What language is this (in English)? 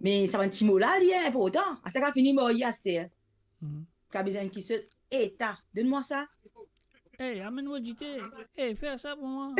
Morisyen